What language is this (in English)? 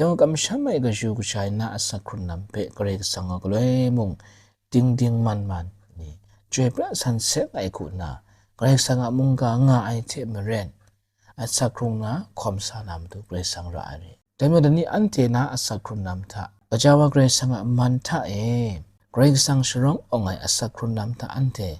Kachin